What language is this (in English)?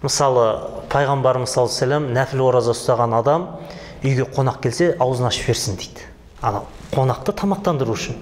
Kazakh